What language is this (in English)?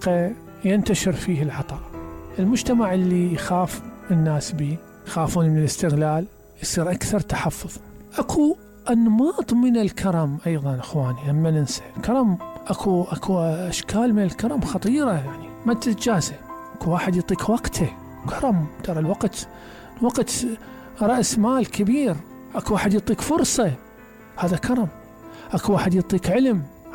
Mesopotamian Arabic